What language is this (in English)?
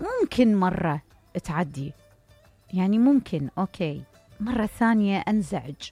Mesopotamian Arabic